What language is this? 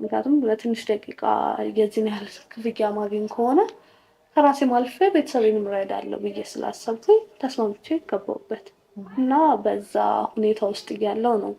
Amharic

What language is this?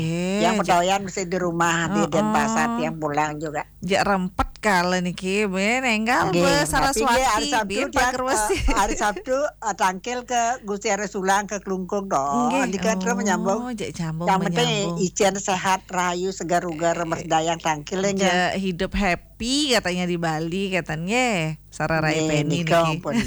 Balinese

